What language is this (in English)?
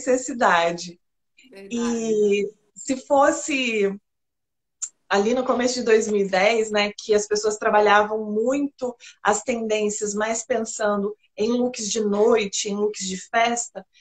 Portuguese